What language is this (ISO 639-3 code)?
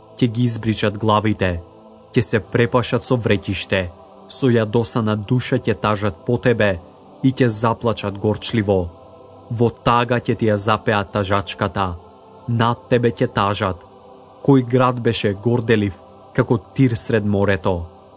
mkd